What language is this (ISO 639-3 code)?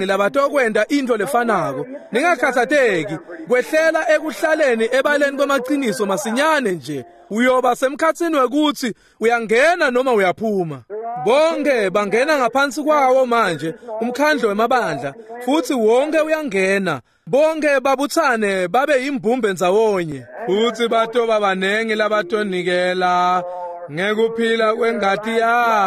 ssw